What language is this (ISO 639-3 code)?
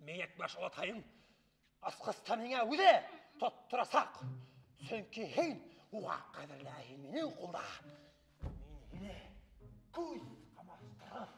bak